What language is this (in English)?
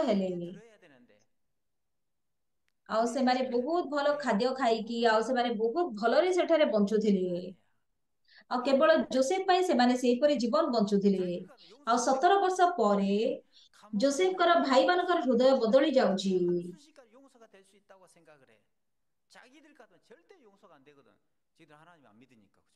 Odia